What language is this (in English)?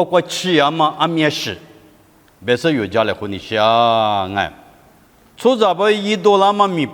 Lisu